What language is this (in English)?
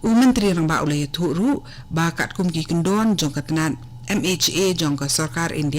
Khasi